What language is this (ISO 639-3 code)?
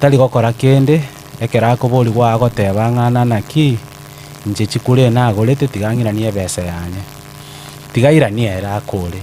guz